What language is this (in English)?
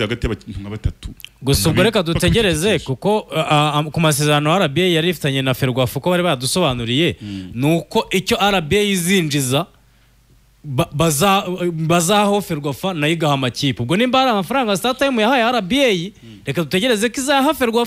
Kinyarwanda